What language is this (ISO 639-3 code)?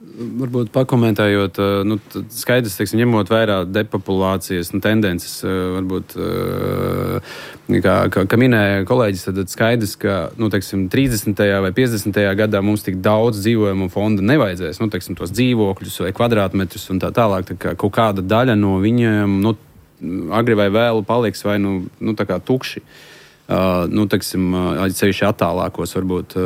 lav